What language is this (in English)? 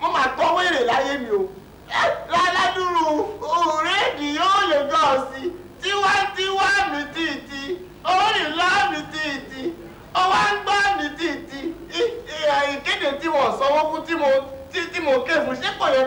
Yoruba